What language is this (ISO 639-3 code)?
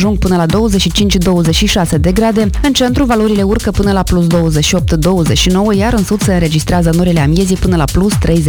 ron